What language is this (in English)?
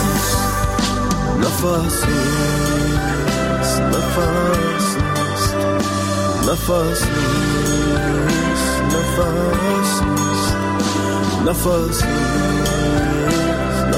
Persian